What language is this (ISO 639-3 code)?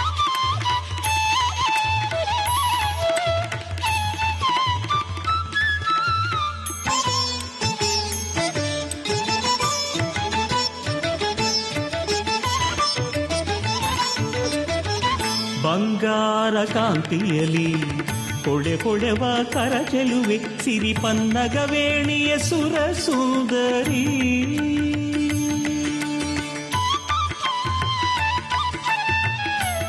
kan